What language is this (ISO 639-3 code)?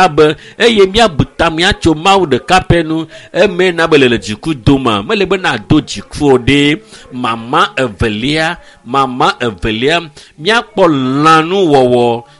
ewe